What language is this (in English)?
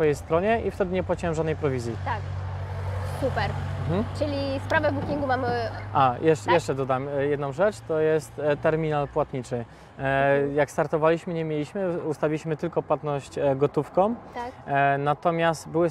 Polish